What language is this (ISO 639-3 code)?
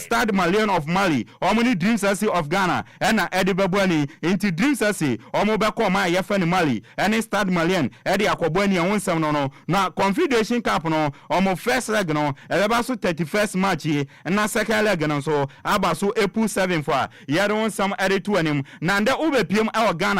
aka